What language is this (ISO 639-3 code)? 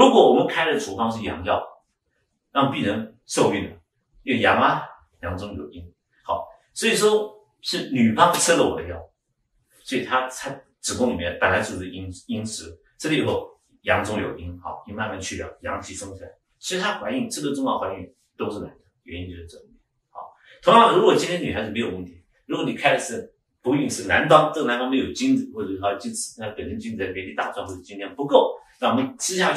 zho